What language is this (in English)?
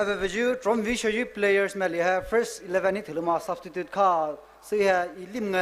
Poumei Naga